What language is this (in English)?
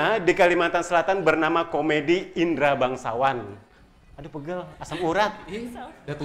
Banjar